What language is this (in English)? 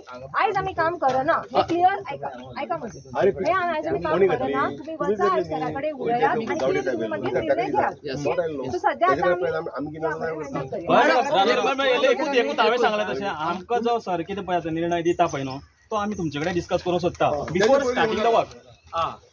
Konkani